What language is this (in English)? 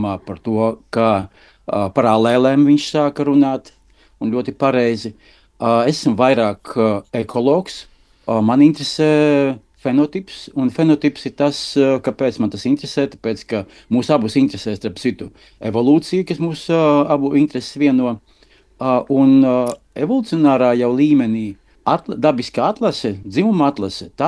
Latvian